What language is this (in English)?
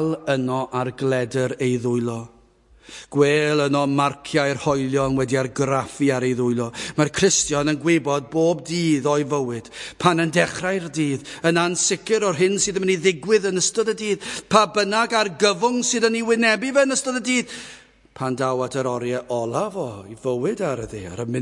Welsh